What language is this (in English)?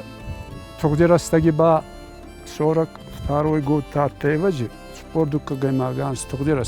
Ossetic